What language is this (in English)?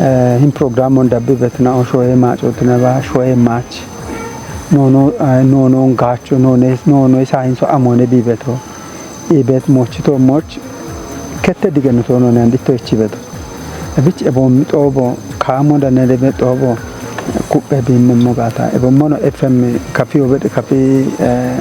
Kafa